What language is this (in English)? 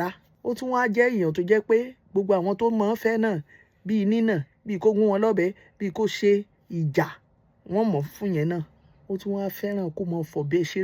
Yoruba